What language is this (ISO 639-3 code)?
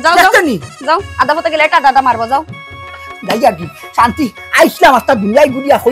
syl